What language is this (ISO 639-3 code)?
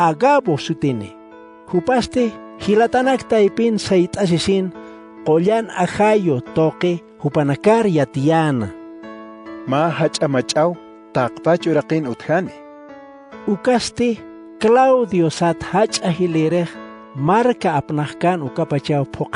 aym